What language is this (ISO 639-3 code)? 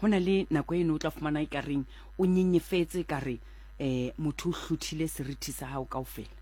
sot